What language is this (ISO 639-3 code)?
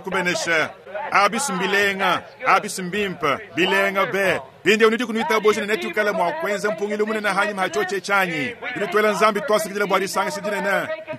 lua